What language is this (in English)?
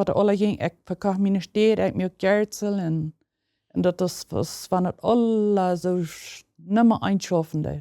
Plautdietsch